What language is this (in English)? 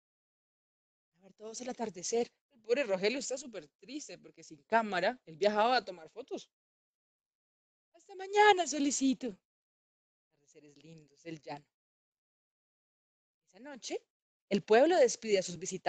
Spanish